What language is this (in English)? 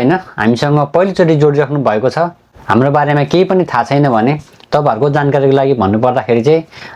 Nepali